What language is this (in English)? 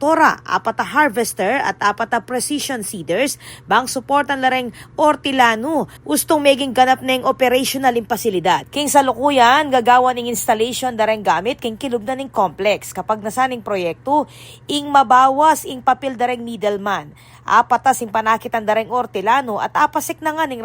Pampanga